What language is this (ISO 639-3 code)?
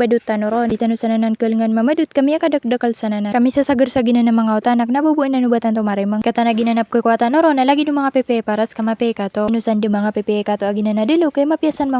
mrw